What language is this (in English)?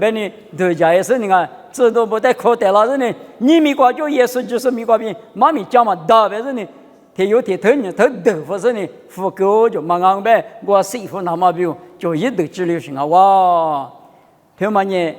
Lisu